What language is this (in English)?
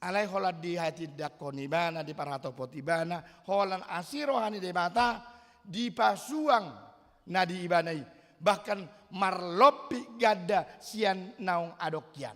Batak Toba